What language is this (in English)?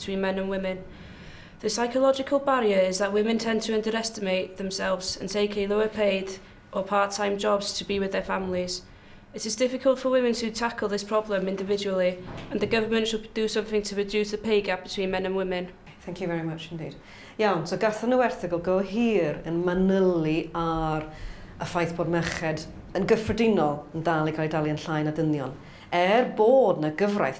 Welsh